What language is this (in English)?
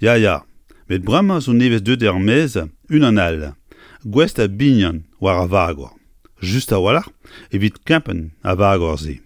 Breton